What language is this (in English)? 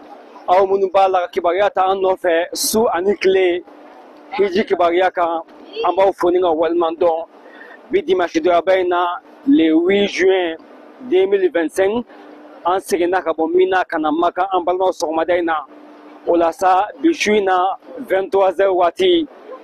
Bambara